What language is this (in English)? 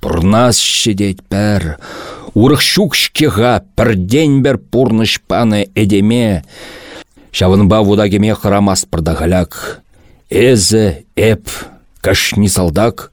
Chuvash